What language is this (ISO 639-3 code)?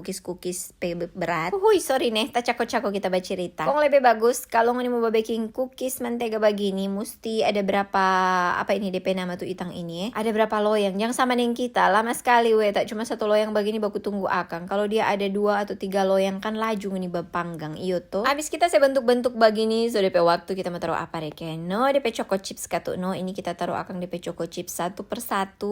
xmm